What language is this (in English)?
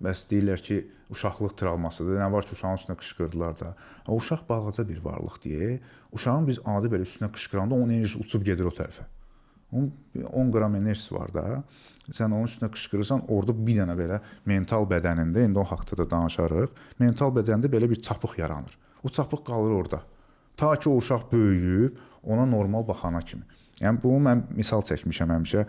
Azerbaijani